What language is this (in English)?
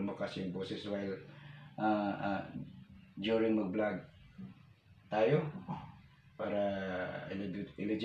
Filipino